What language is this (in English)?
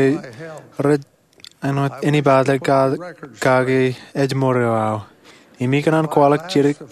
Marshallese